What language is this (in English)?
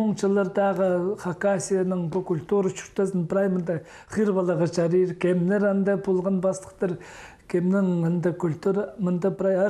Khakas